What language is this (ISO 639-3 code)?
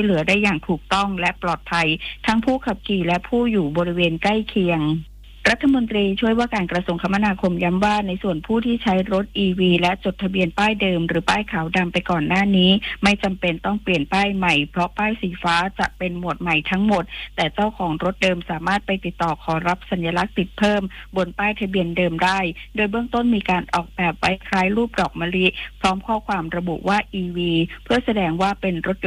tha